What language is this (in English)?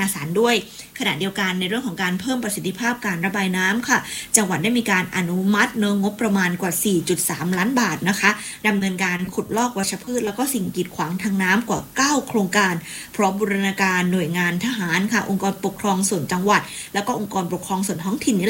Thai